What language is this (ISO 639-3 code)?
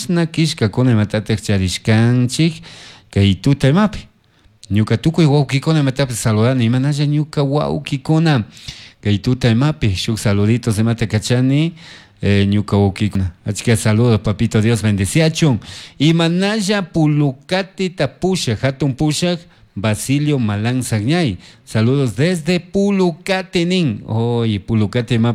qug